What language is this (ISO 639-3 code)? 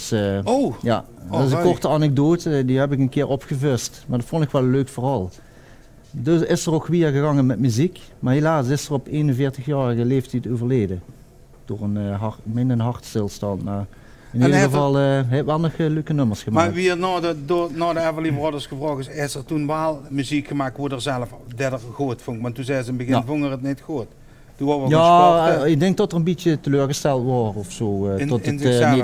lim